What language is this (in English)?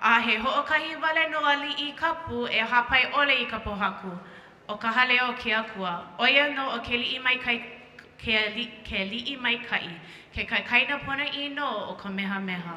Hawaiian